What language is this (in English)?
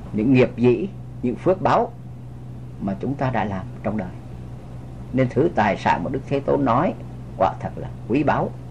Vietnamese